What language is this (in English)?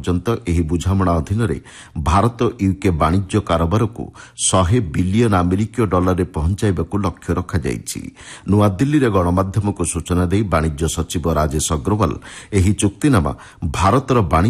Odia